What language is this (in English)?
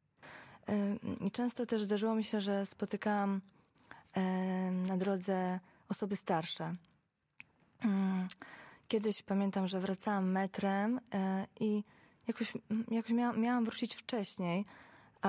Polish